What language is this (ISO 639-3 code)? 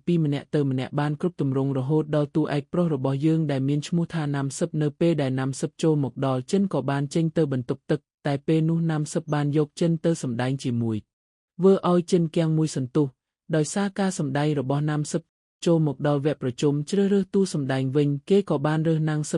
khm